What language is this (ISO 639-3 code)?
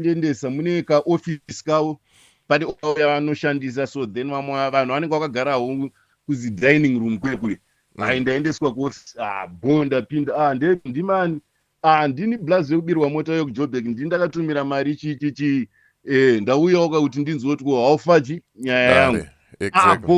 sna